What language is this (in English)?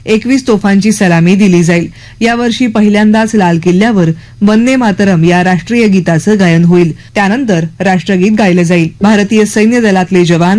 Marathi